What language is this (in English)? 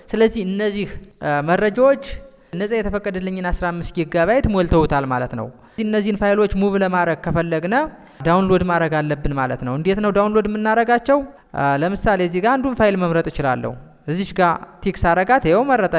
Amharic